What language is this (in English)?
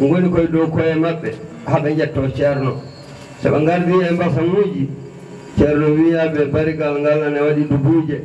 Fula